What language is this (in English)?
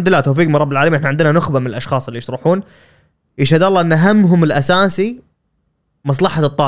Gulf Arabic